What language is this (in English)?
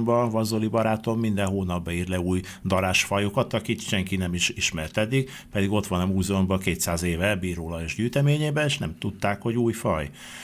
Hungarian